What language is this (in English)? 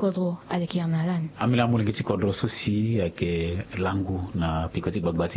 Sango